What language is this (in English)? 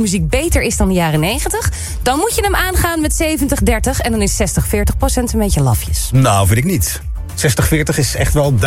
Dutch